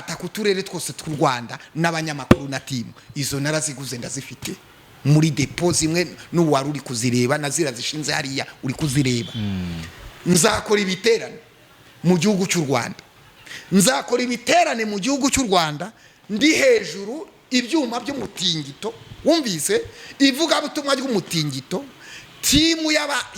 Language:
Kinyarwanda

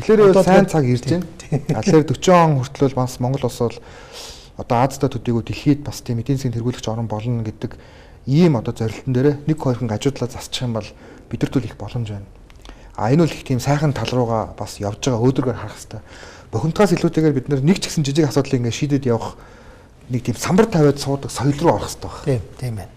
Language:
Mongolian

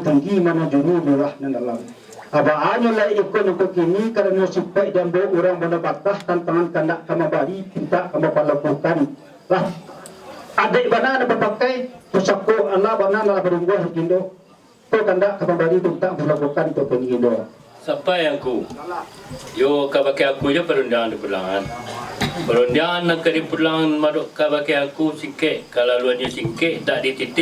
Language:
Minangkabau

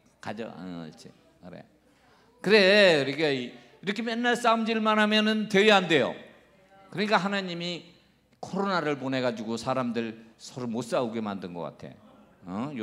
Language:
Korean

